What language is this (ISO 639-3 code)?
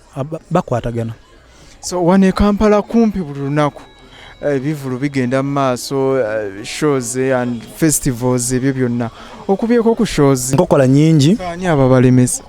lug